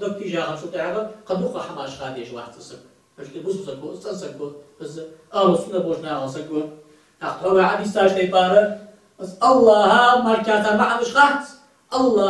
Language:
Ingush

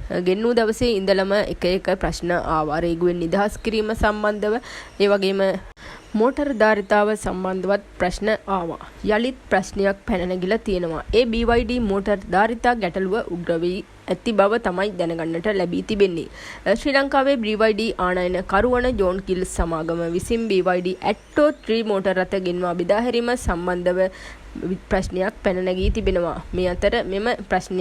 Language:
Sinhala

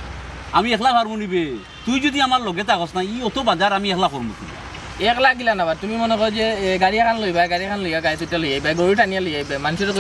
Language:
Sylheti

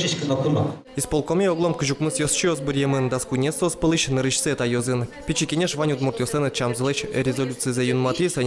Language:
Udmurt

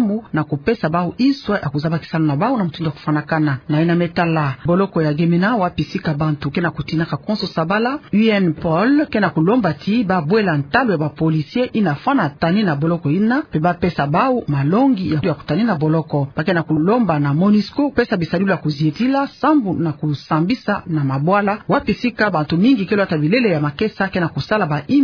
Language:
Kituba (Democratic Republic of Congo)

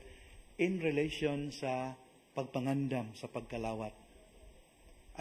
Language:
Cebuano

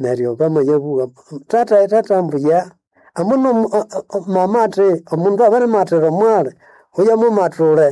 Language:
Nande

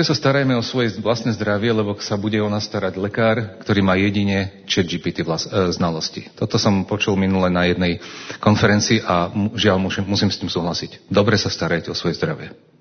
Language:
Slovak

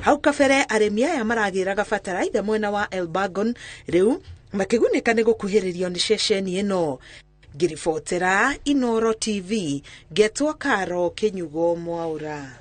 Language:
Kikuyu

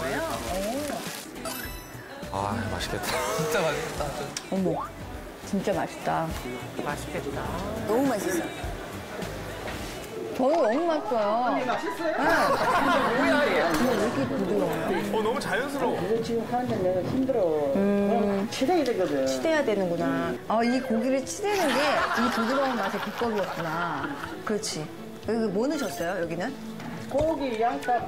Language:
Korean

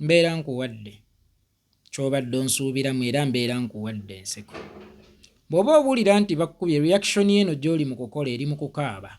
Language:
Ganda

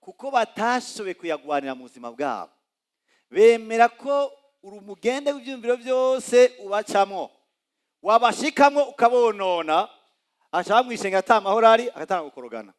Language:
Rundi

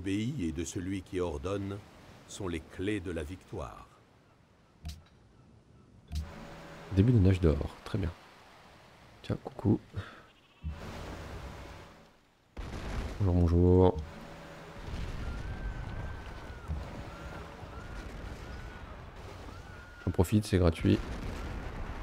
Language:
French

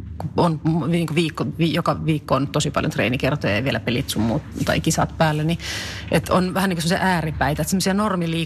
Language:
Finnish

